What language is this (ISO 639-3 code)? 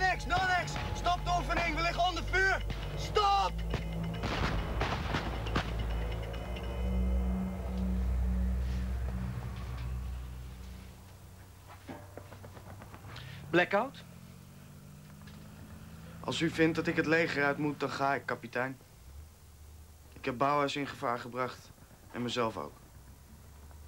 nld